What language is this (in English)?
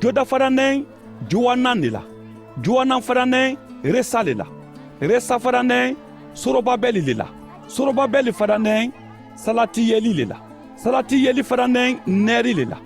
Mandingo